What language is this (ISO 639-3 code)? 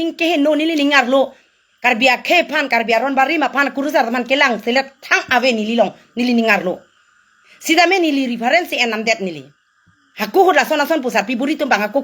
mjw